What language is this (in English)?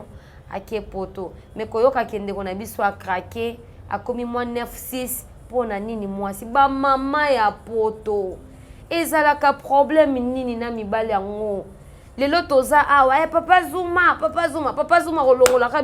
Lingala